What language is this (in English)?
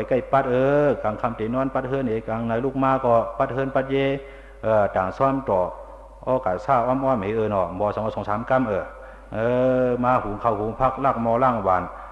Shan